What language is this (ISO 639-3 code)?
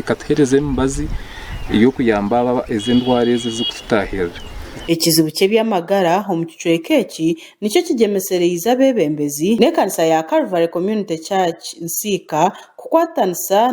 nyn